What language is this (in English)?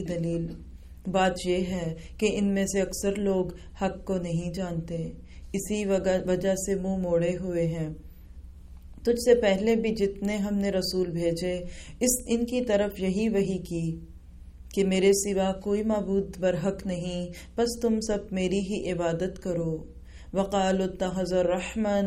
Urdu